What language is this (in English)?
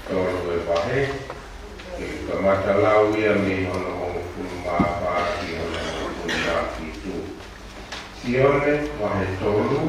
Tongan